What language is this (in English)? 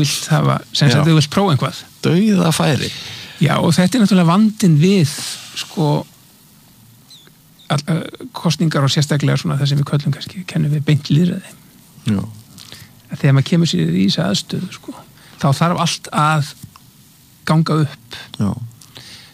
Icelandic